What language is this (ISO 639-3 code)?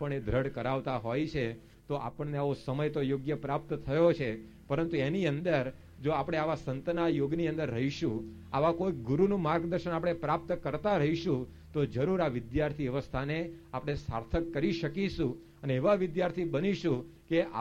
guj